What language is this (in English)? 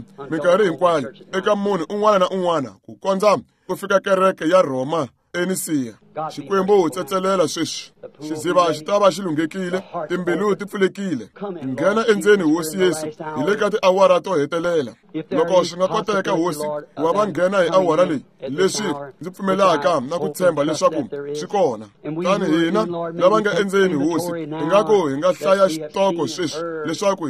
Tsonga